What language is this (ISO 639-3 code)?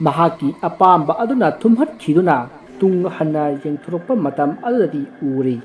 mni